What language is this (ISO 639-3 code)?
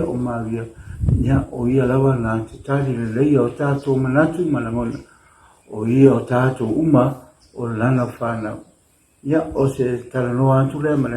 smo